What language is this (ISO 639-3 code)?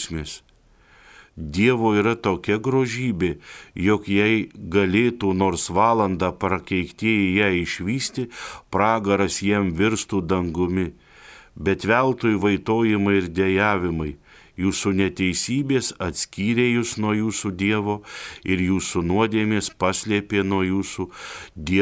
lit